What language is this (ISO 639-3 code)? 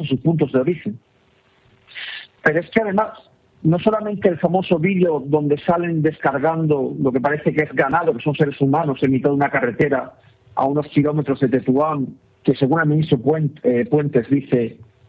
spa